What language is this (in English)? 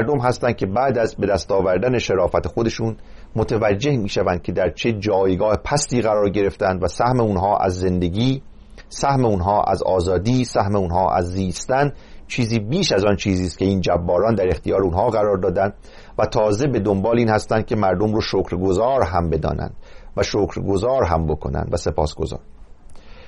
Persian